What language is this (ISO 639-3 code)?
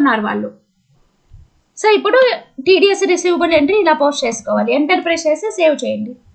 tel